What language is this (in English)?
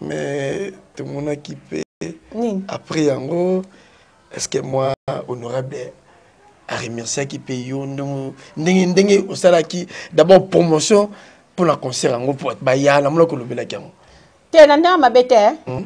Lingala